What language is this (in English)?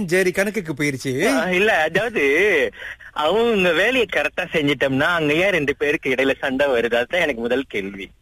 Tamil